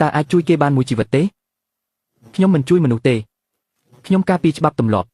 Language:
Khmer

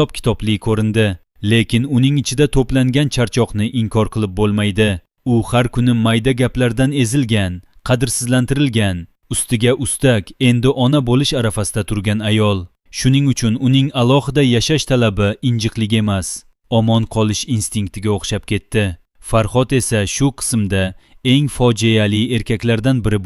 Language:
Uzbek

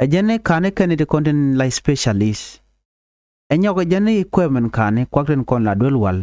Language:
Nuer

